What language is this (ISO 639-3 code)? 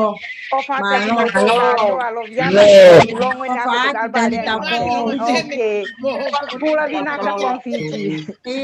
ton